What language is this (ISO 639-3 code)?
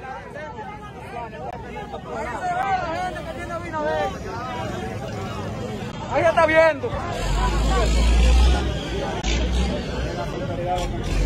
spa